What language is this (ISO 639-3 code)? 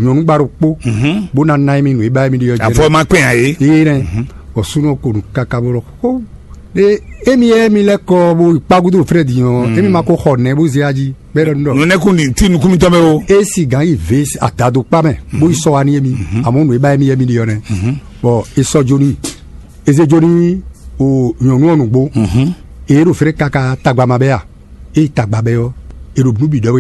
fon